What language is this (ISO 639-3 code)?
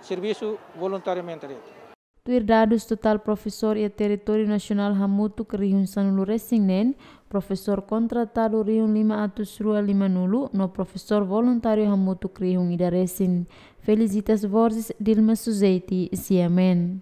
tet